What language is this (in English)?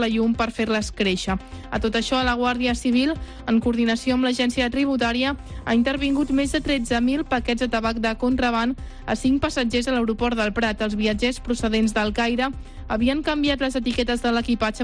Catalan